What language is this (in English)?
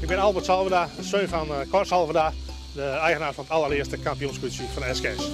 Western Frisian